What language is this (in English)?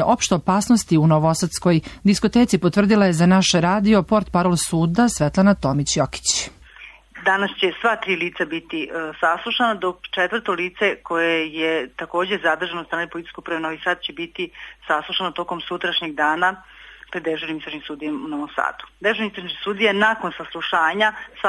Serbian